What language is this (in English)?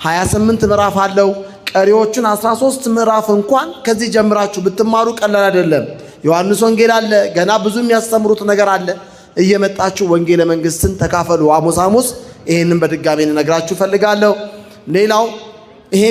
Amharic